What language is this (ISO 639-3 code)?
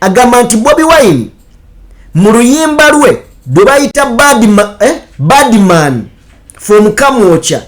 lug